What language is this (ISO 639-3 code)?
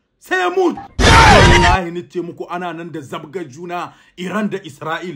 hau